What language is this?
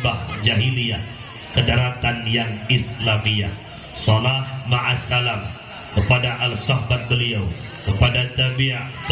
Achinese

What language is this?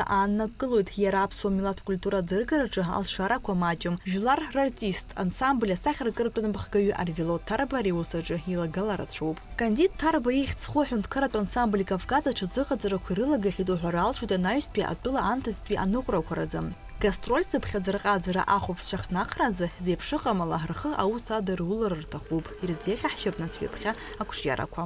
Abkhazian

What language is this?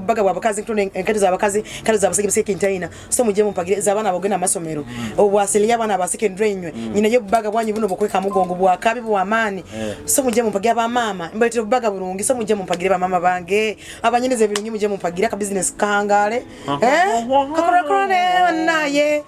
Nyoro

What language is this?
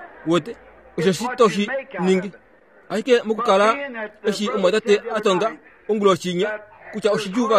Kuanyama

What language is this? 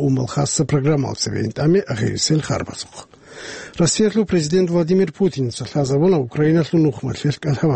Avaric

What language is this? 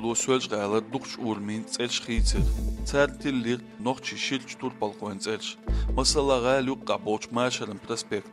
Chechen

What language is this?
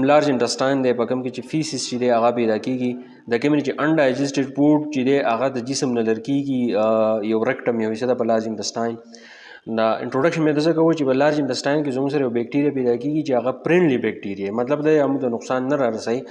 Pashto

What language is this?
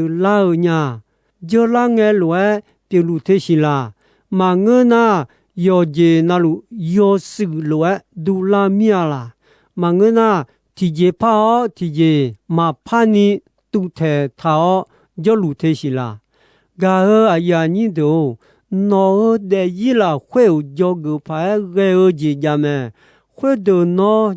Akha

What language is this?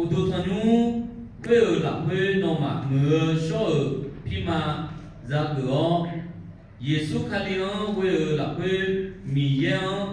Akha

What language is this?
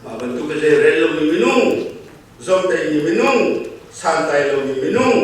Hakha Chin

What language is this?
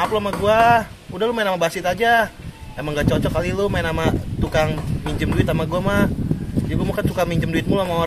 Betawi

